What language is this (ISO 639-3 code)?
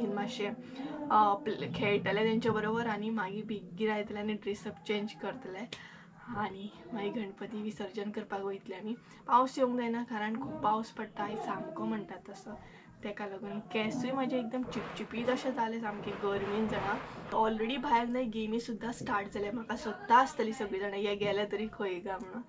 kok